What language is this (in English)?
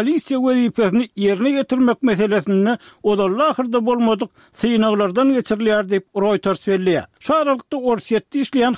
Turkmen